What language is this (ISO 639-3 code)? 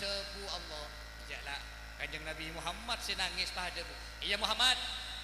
mad